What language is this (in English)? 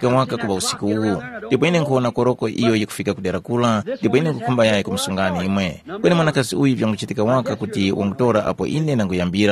Tumbuka